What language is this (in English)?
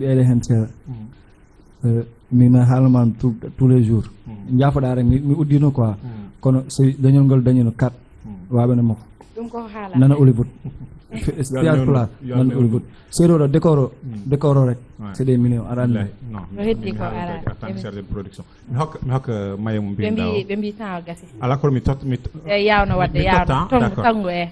Fula